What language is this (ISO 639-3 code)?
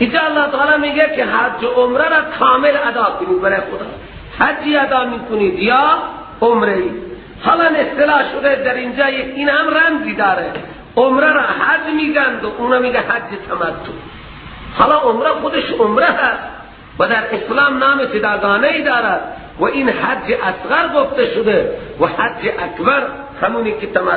fas